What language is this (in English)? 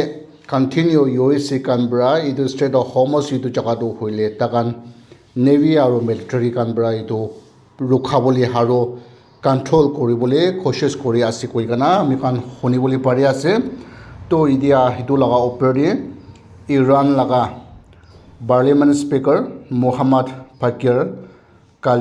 Naga Pidgin